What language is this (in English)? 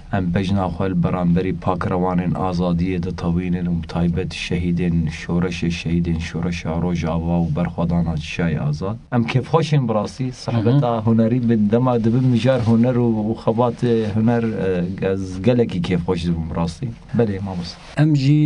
Kurdish